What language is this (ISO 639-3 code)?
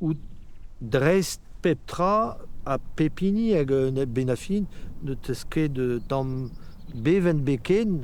bre